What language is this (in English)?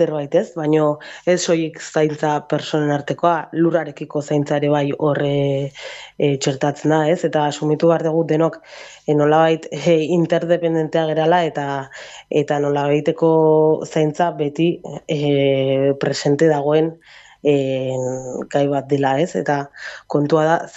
Basque